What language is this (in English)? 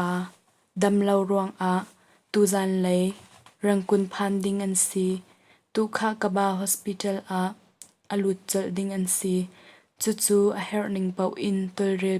Hakha Chin